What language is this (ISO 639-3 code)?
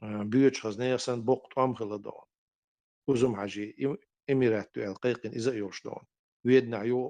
che